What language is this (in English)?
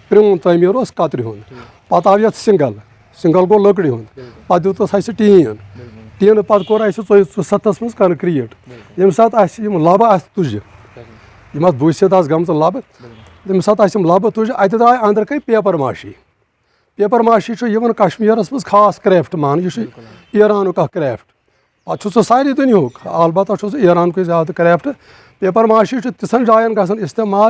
Kashmiri